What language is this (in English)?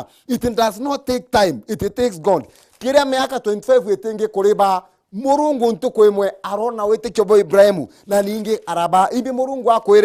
Meru